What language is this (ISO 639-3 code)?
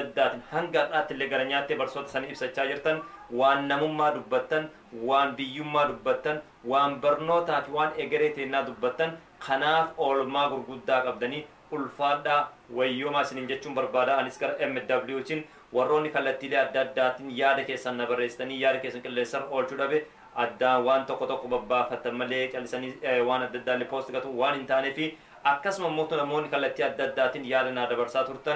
orm